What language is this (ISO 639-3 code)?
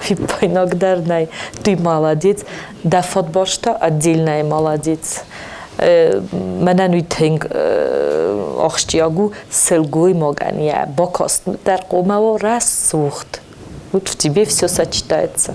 oss